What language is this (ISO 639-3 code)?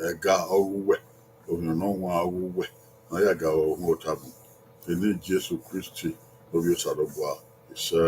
bin